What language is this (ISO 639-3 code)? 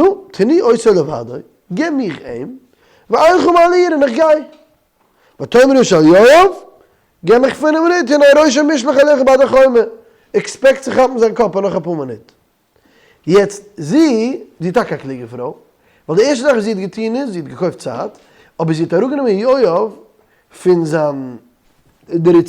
yid